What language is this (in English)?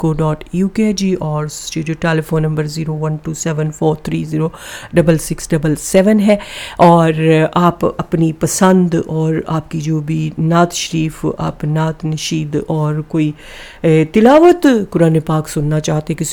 Urdu